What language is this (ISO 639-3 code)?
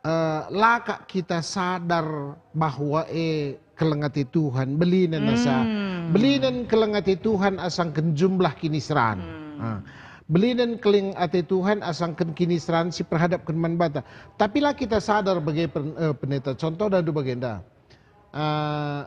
btx